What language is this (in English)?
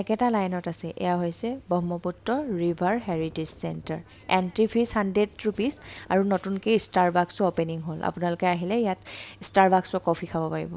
Assamese